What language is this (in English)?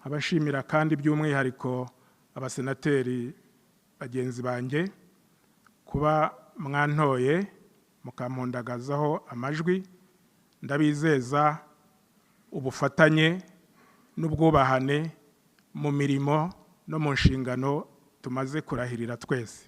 Kinyarwanda